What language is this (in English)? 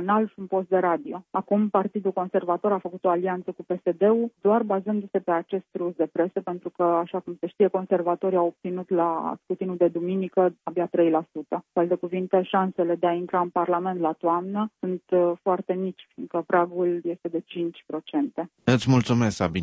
Romanian